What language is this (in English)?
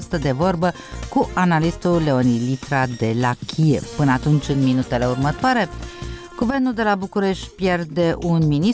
Romanian